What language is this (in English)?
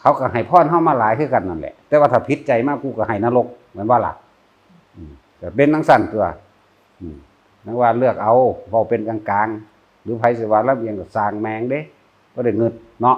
Northeastern Thai